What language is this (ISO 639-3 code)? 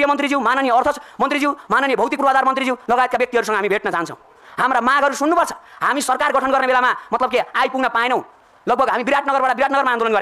nep